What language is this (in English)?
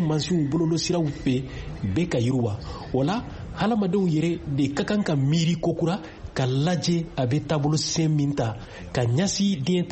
Bambara